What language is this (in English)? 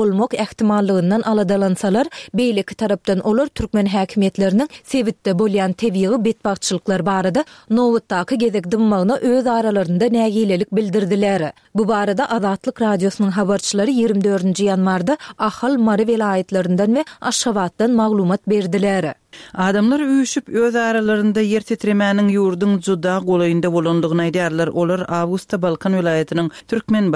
Turkmen